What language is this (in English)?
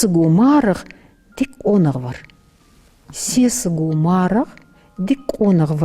Ingush